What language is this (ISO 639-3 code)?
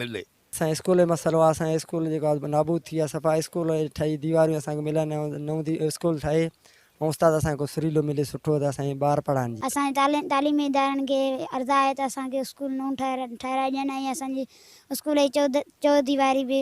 snd